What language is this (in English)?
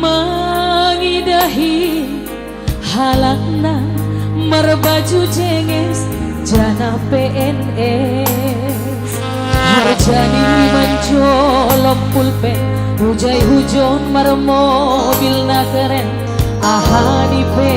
Batak Simalungun